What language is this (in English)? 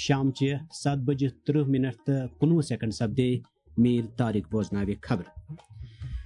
Kashmiri